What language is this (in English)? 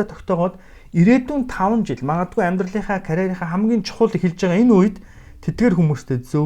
Mongolian